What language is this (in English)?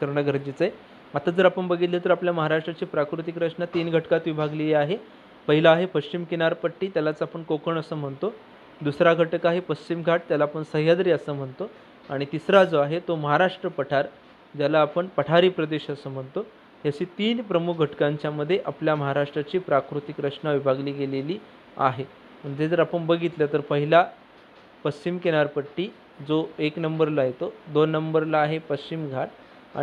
Marathi